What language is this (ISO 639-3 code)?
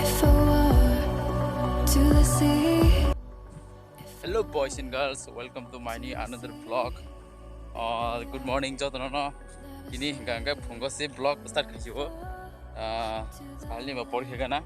trp